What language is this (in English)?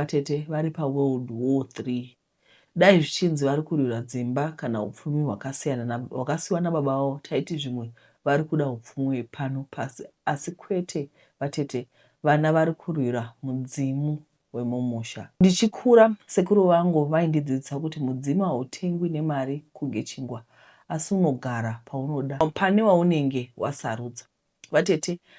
Shona